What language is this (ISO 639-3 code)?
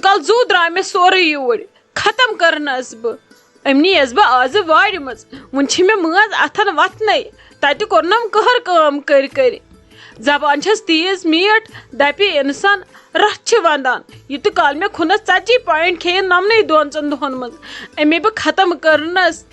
kas